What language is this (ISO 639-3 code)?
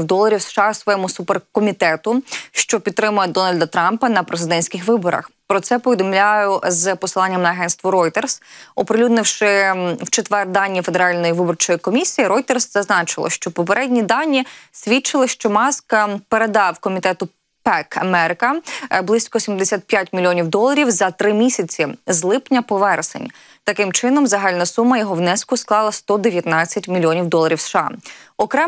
ukr